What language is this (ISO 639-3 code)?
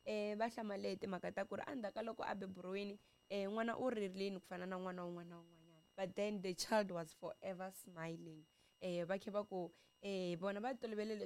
tso